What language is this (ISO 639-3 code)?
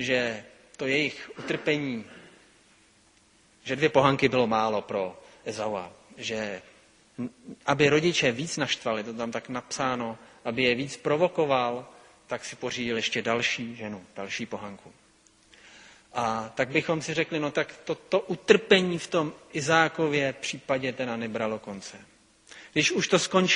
ces